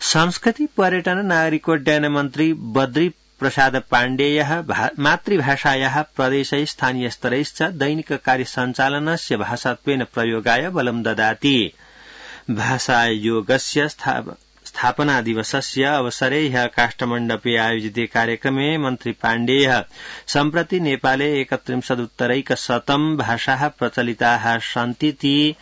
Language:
Sanskrit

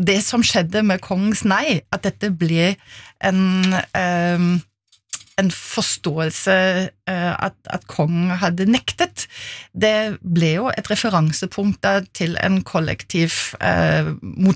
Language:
Norwegian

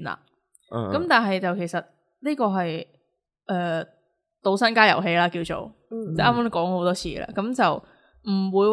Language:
Cantonese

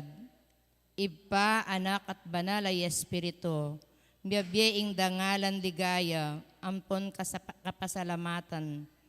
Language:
Pampanga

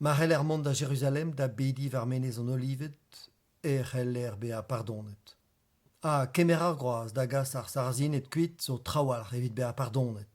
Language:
Breton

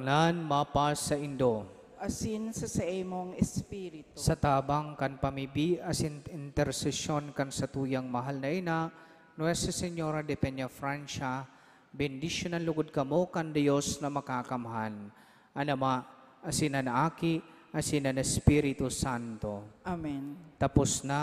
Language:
Bikol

